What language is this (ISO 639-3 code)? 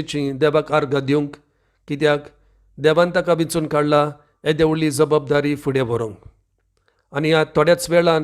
kok